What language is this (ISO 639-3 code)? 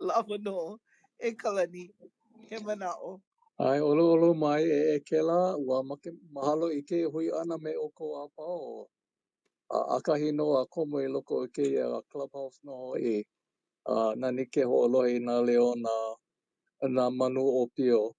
haw